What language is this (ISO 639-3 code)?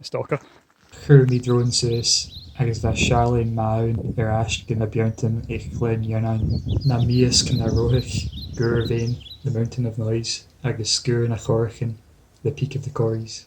gla